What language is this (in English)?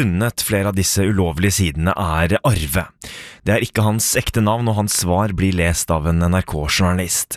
Norwegian